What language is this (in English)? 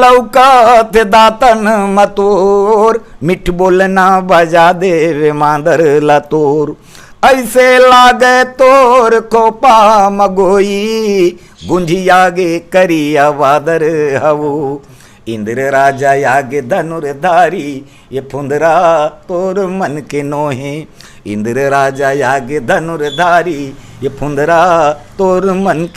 Chhattisgarhi